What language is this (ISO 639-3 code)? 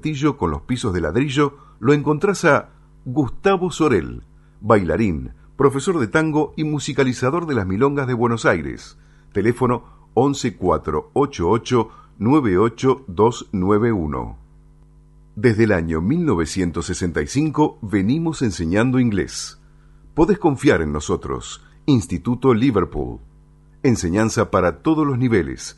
spa